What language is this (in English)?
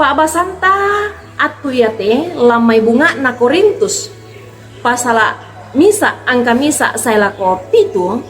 Toraja-Sa'dan